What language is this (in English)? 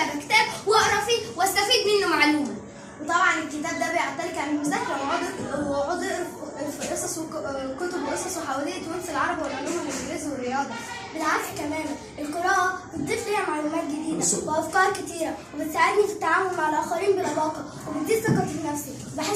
Egyptian Arabic